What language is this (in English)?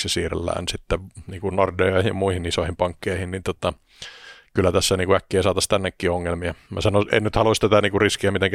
Finnish